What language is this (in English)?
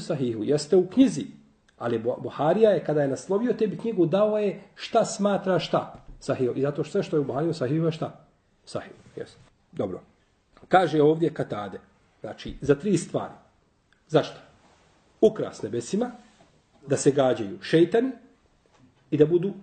Bosnian